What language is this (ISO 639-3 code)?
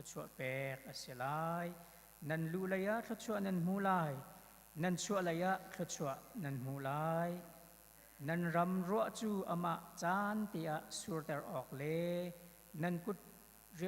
cnh